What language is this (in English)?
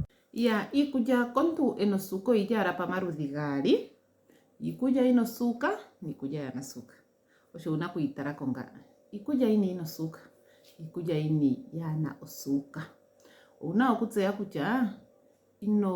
Ndonga